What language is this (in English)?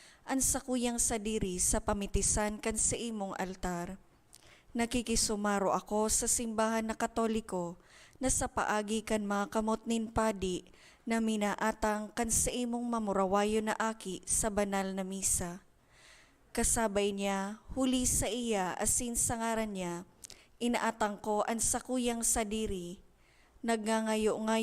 Bikol